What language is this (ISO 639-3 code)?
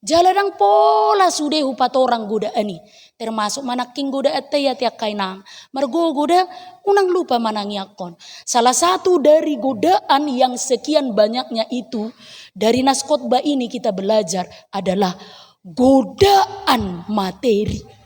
bbc